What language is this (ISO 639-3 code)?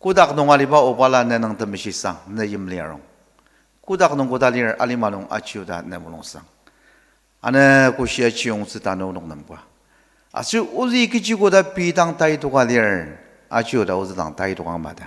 njo